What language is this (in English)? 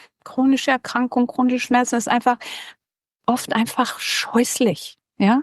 Swiss German